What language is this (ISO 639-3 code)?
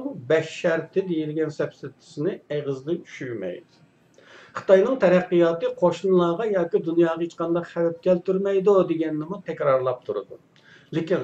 uig